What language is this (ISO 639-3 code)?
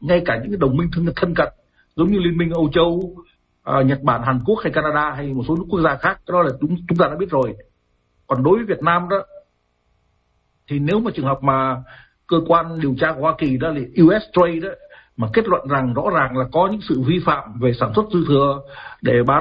vie